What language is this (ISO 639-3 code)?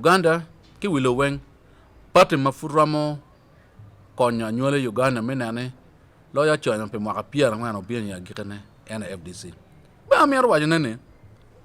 ach